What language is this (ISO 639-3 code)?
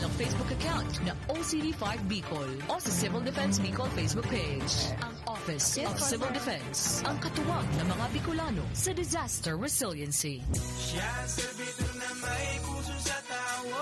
bik